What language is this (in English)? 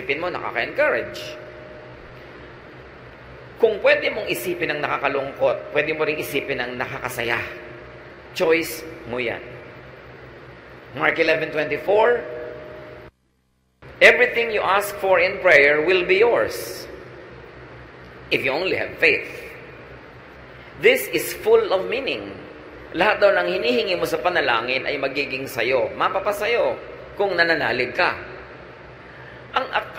Filipino